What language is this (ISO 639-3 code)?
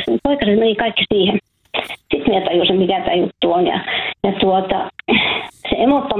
fin